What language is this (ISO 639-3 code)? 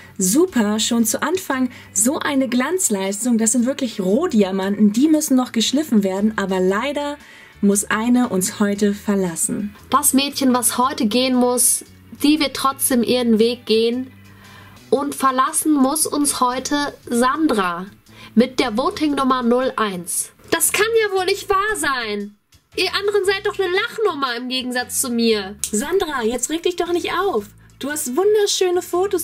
deu